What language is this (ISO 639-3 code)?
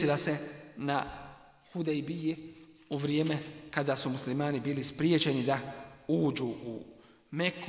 bos